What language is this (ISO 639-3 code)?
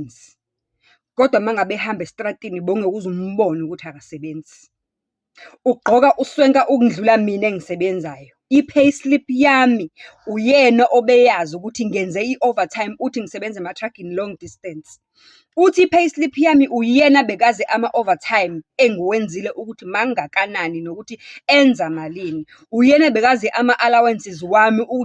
zul